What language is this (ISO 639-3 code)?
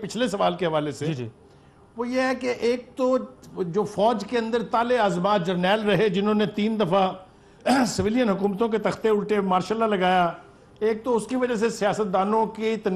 urd